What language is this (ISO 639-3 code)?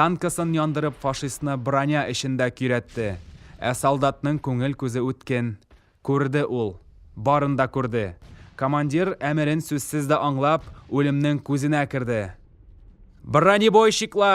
tat